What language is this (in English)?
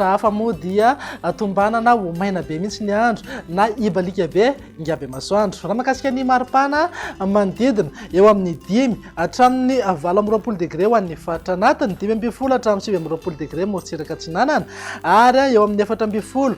Malagasy